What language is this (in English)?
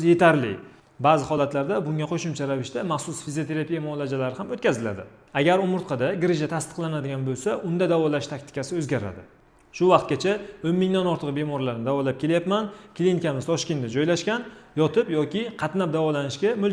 Uzbek